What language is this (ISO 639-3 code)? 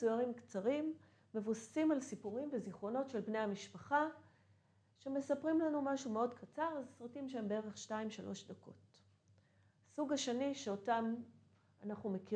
heb